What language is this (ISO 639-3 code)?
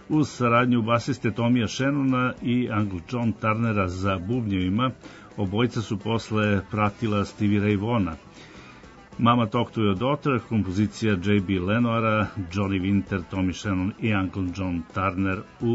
srp